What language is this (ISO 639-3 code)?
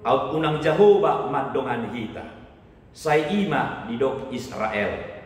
bbc